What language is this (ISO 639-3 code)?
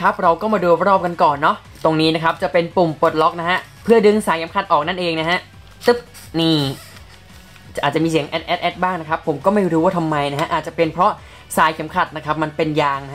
tha